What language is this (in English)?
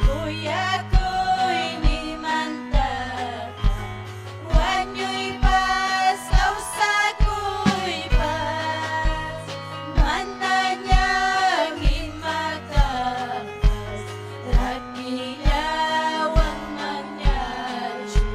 Ayacucho Quechua